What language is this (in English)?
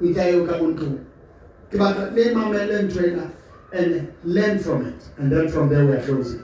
Southern Sotho